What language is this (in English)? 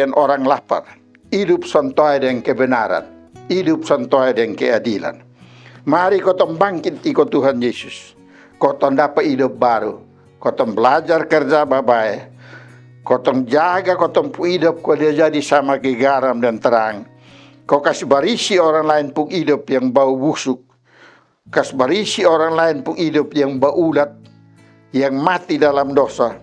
Kupang Malay